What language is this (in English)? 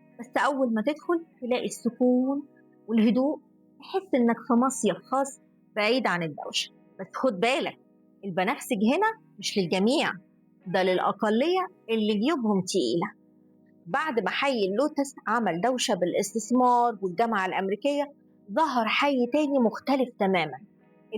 Egyptian Arabic